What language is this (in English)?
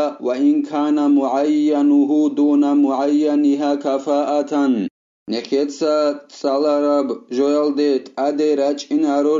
Avaric